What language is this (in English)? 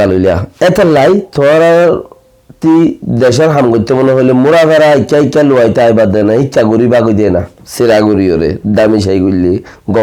Rohingya